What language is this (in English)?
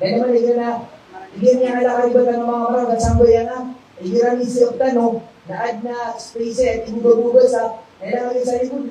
Maranao